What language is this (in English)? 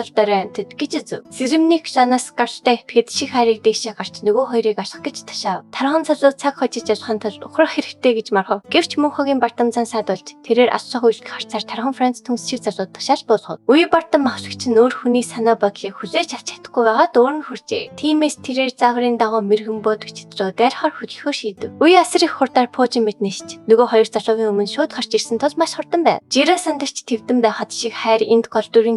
Mongolian